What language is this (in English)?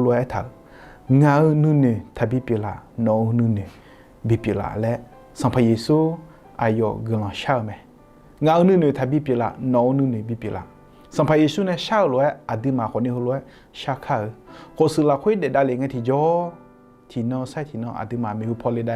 Akha